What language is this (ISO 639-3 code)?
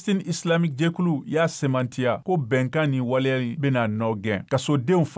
bam